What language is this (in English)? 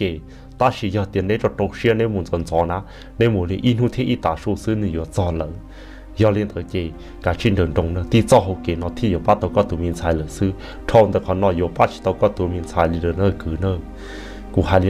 Hmong